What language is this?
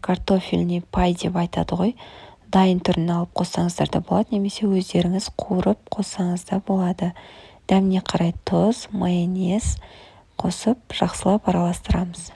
Kazakh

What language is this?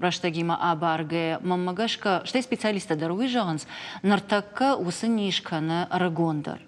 Ossetic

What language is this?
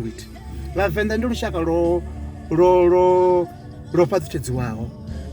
Venda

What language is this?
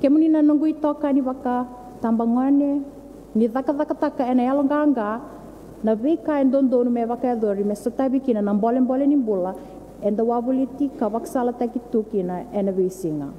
Fijian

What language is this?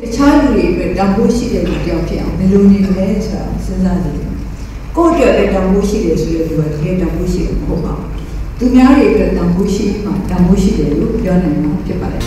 Burmese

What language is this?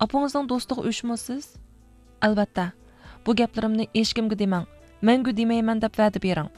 Uyghur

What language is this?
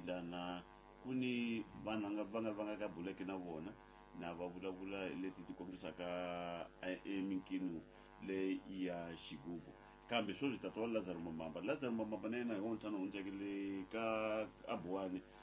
Tsonga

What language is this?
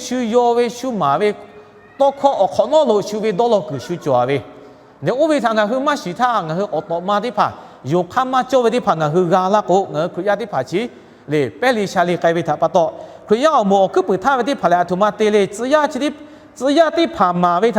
Lahu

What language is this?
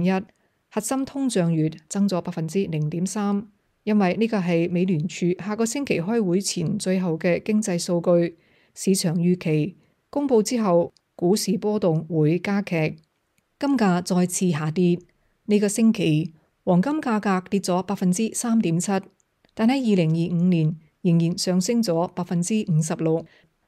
Cantonese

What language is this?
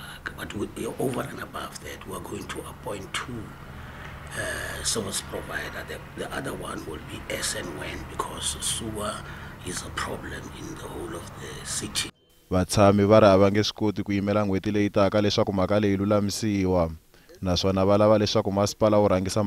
Tsonga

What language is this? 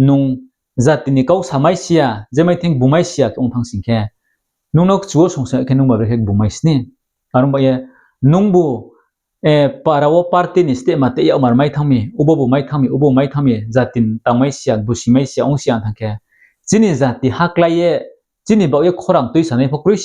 Riang (India)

